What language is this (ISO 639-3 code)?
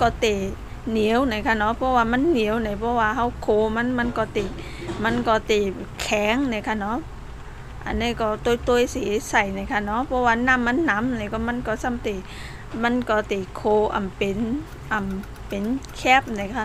shn